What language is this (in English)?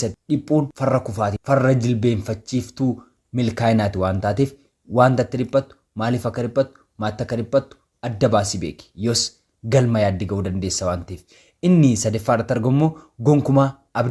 Oromo